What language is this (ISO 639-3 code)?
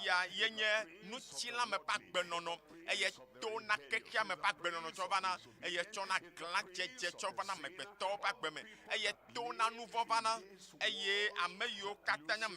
ewe